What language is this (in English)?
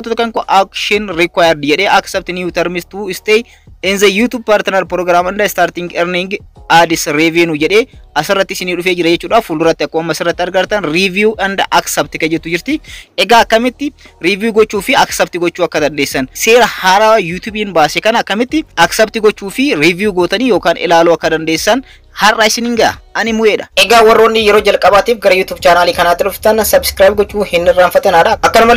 Oromo